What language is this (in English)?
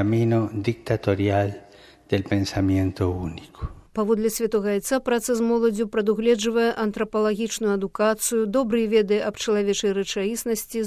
Belarusian